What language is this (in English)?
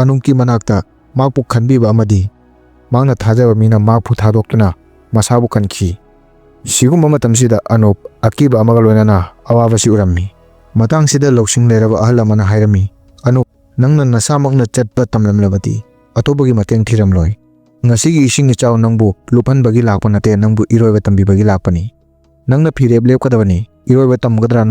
Manipuri